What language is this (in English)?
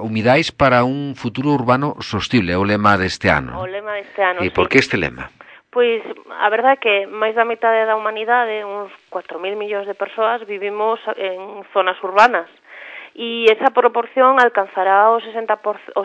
Galician